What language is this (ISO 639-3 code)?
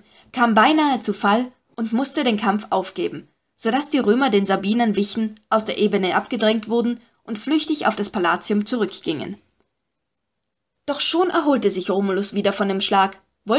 deu